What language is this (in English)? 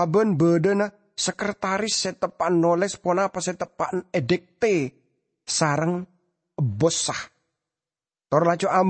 Madurese